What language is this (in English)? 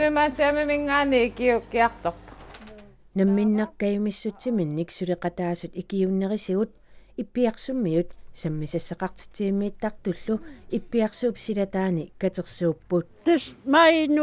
Kalaallisut